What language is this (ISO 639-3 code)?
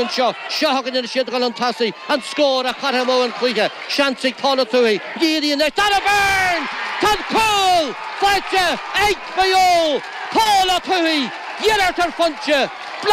gle